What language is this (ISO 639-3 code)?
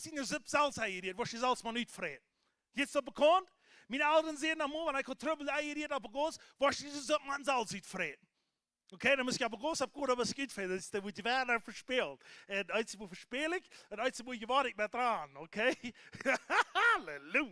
pdt